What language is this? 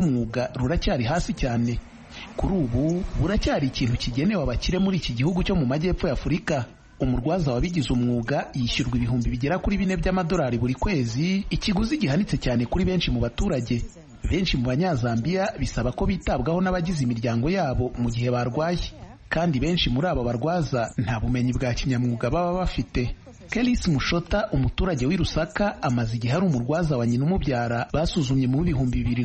Kinyarwanda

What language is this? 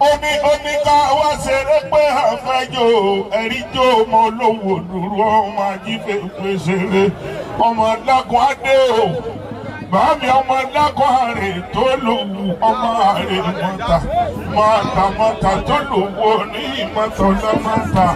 Yoruba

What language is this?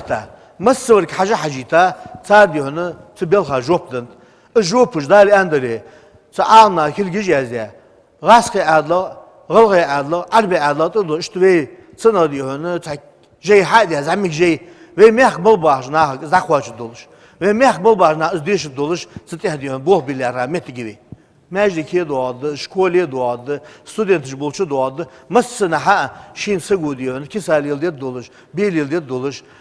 Ingush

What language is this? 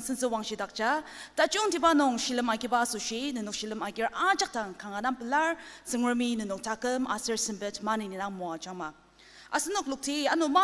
Ao Naga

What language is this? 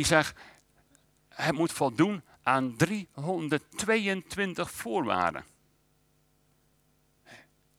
Dutch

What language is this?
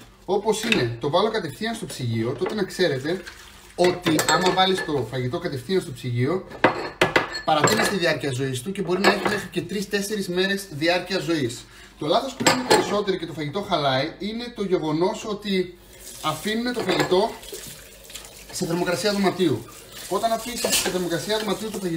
Greek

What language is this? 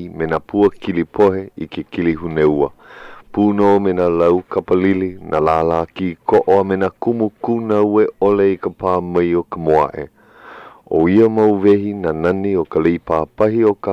Hawaiian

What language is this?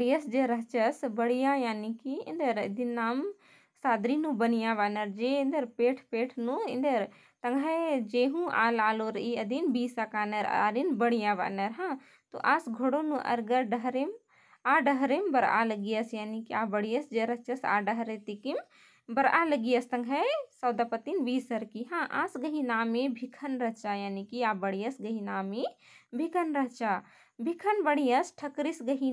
Kurukh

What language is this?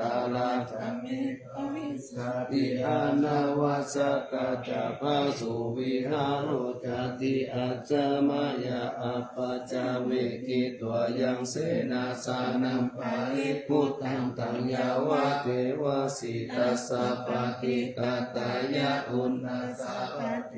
Pali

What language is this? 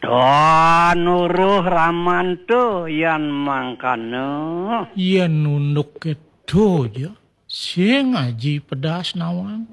Balinese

